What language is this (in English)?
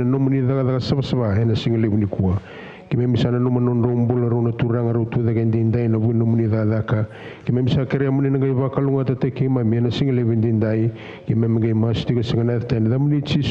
Fijian